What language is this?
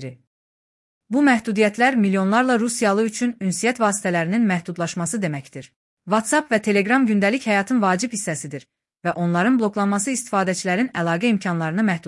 Azerbaijani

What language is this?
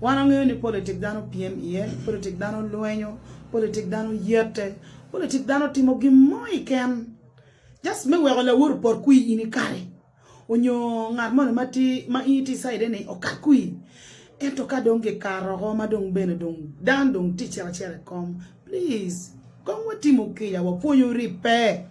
Acoli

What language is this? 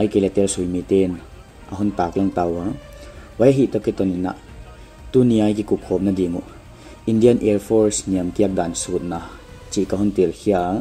Paite Chin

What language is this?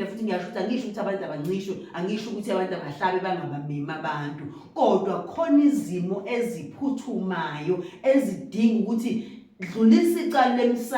Zulu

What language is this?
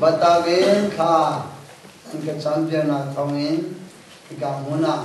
Hakha Chin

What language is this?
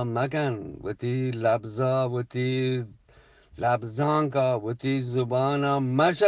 Eastern Balochi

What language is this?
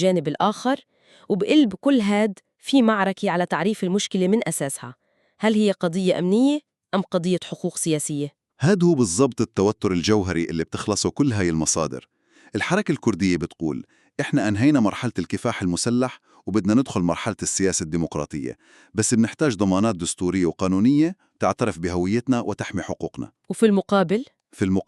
North Levantine Arabic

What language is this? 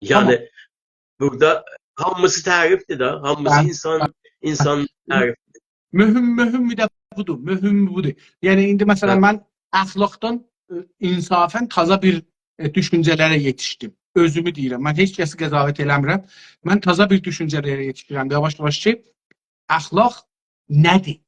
South Azerbaijani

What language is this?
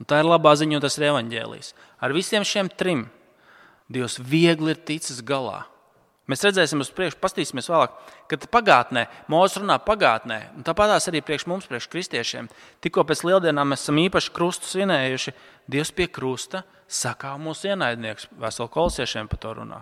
Latvian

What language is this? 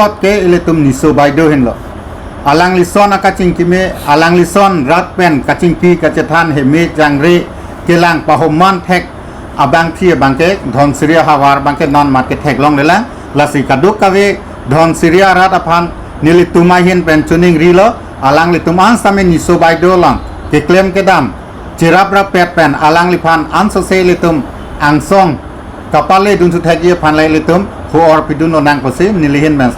Karbi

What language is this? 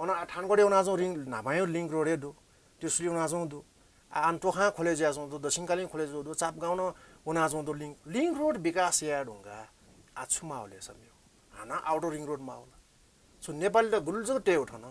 Newari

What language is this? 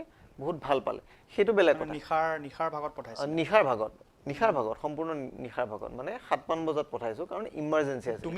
Assamese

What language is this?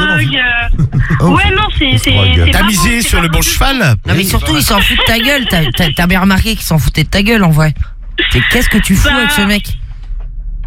French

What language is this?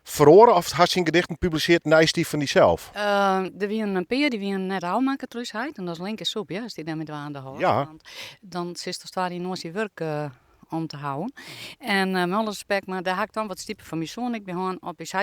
Western Frisian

